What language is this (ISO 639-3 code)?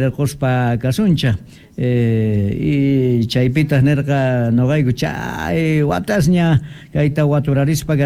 quh